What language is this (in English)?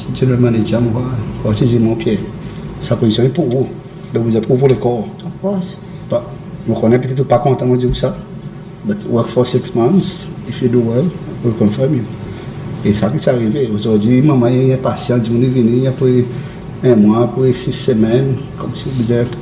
Seselwa Creole French